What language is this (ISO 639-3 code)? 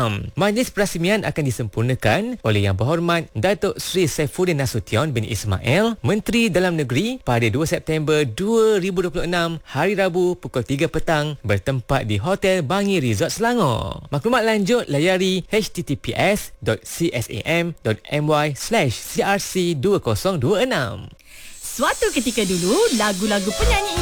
msa